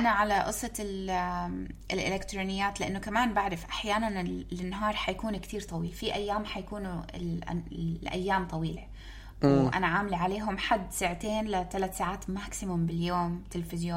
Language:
North Levantine Arabic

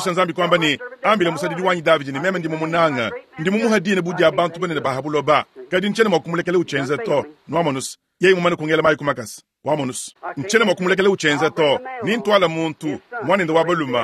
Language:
Luba-Lulua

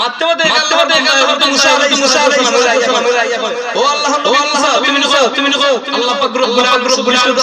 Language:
Sylheti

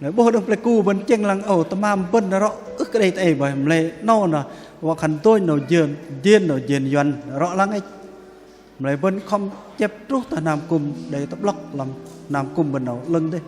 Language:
Bahnar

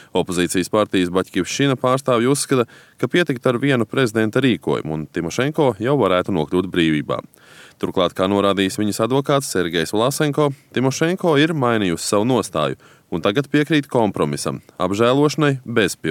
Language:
Latvian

